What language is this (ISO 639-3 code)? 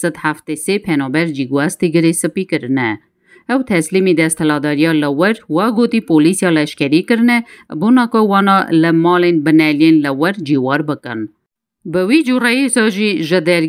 kur